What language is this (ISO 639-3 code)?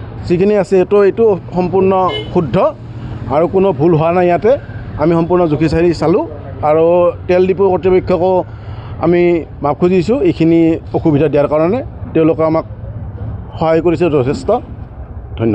asm